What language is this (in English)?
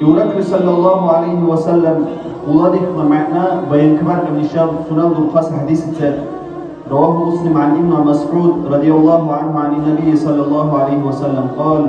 Dargwa